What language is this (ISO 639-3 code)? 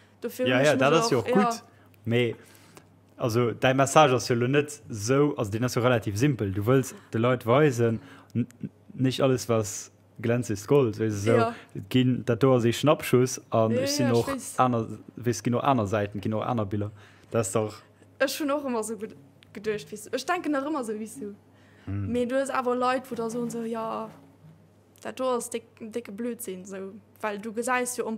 ltz